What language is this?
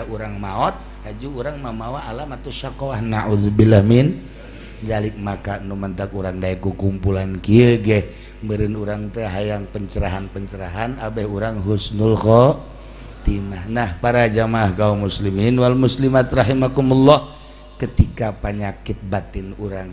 Sundanese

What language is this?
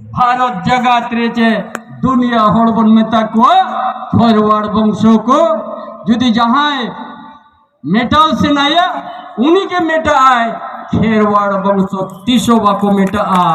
Santali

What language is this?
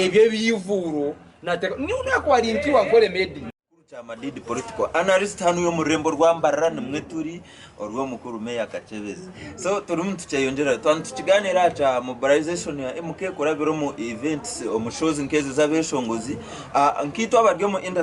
Nyankole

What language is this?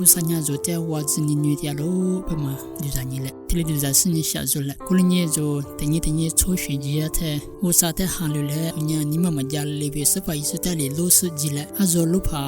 Lisu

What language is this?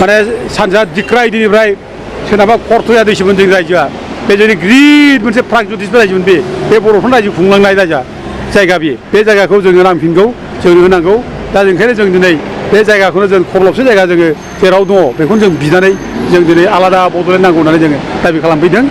Bodo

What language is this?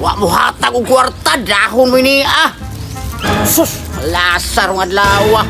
Cebuano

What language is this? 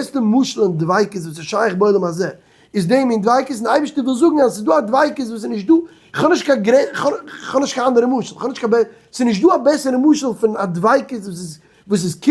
Yiddish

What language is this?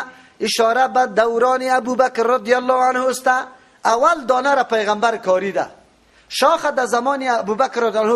Persian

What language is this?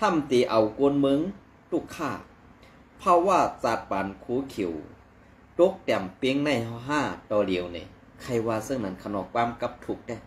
Shan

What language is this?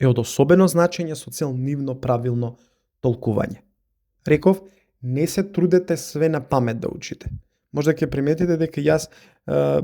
Macedonian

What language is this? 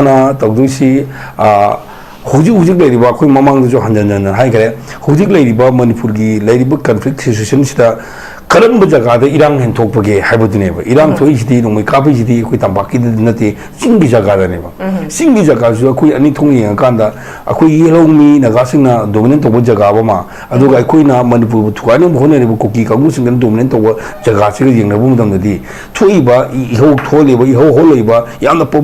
Manipuri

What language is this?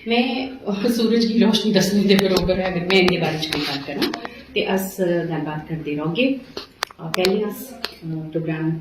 Dogri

